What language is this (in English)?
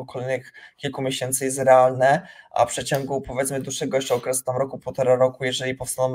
Polish